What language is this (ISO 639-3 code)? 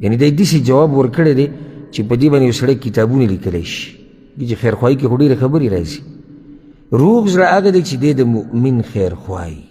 pus